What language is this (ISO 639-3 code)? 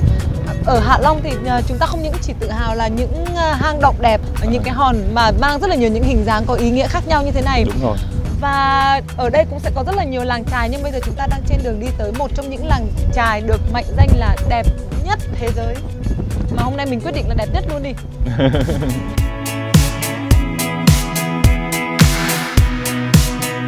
vie